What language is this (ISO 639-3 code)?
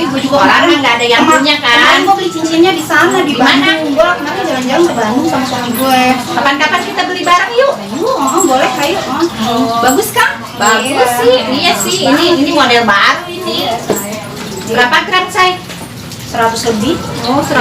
bew